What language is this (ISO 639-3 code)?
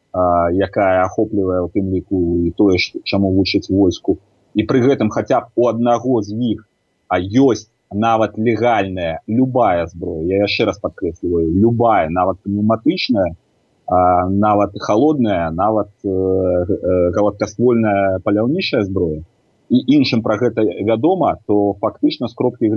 bel